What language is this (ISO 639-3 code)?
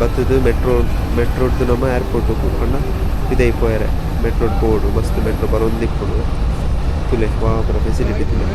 tcy